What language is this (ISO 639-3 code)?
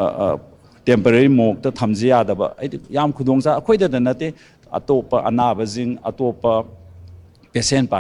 mni